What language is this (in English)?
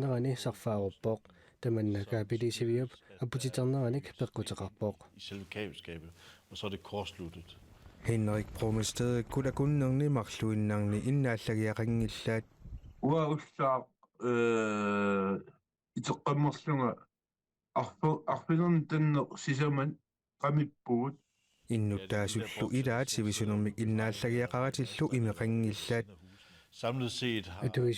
Kalaallisut